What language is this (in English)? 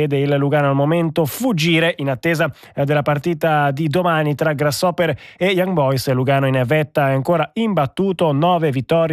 Italian